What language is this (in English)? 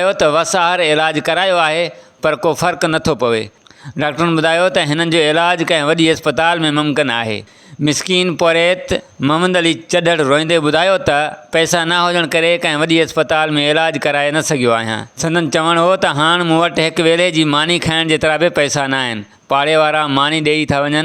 Sindhi